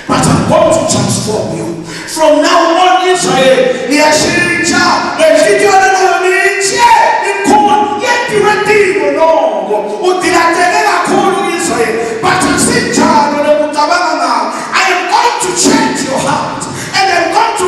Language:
Zulu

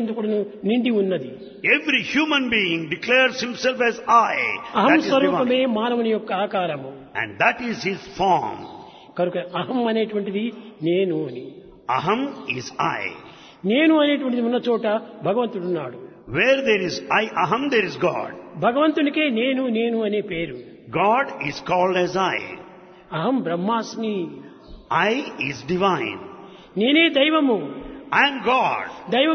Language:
Telugu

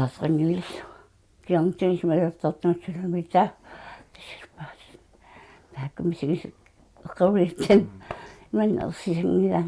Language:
Kalaallisut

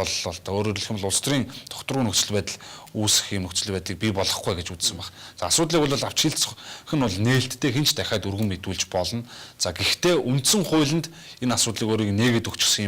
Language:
Mongolian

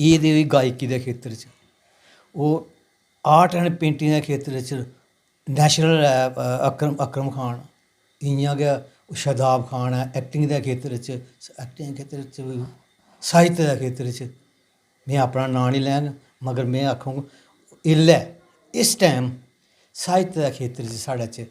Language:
Dogri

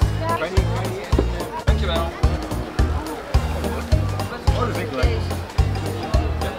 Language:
Dutch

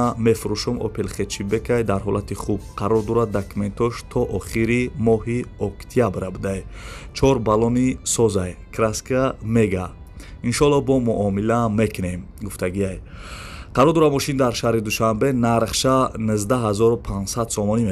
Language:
Tajik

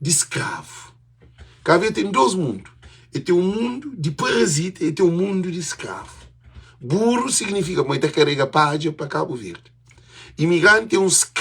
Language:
Kabuverdianu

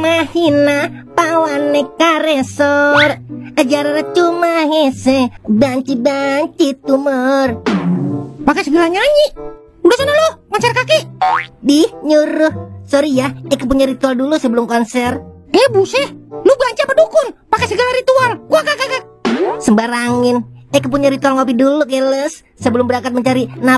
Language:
Betawi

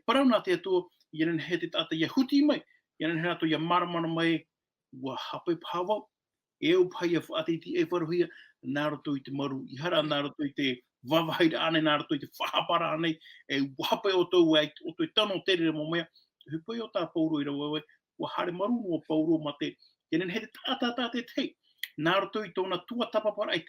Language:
Tahitian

